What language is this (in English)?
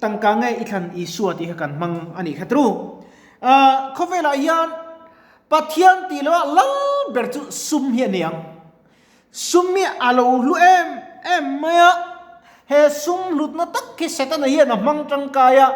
Mizo